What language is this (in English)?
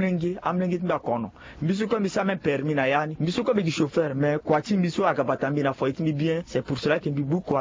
Sango